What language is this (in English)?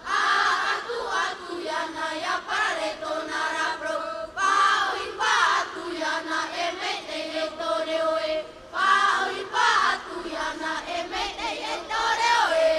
Tahitian